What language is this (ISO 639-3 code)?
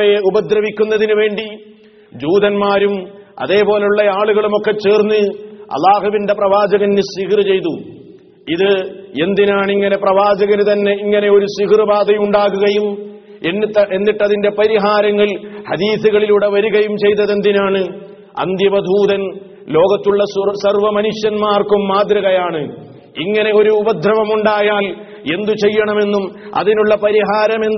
mal